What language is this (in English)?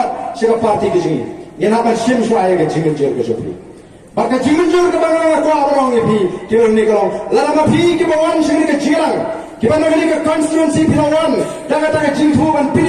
Khasi